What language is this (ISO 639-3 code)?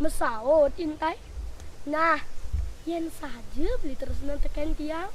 ban